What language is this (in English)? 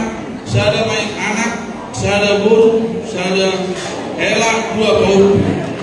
Batak Toba